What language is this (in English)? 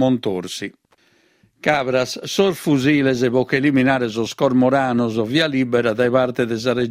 Sardinian